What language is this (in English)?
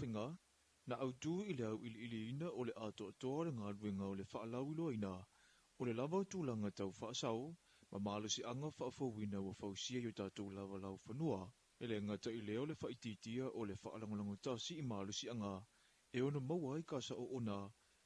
Samoan